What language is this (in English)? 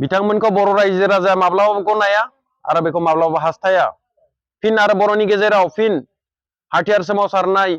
Bodo